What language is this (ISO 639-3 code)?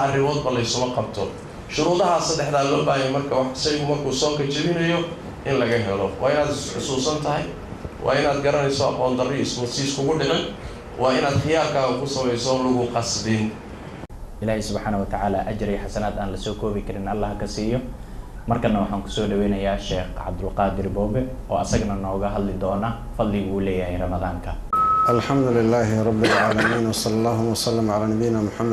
som